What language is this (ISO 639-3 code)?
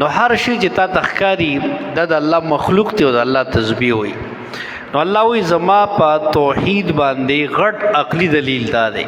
pus